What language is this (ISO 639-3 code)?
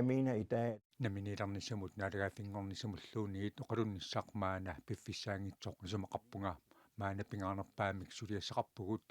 kal